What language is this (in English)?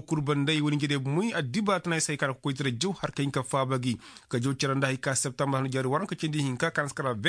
Koyraboro Senni